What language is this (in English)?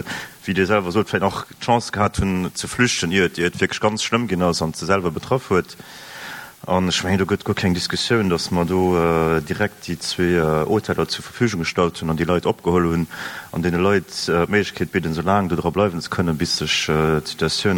Luxembourgish